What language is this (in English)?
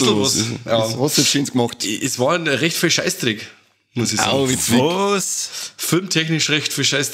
Bavarian